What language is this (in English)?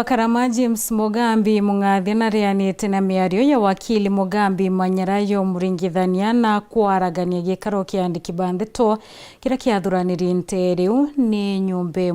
Meru